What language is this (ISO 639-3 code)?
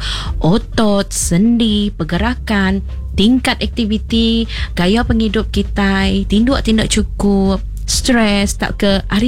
iba